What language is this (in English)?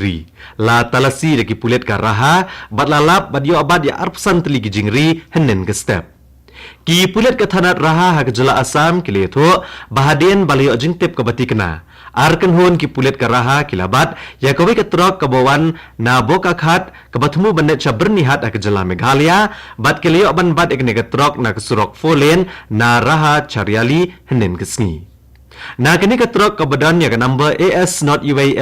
Khasi